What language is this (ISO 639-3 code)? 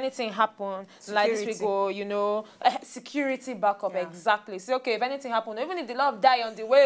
pcm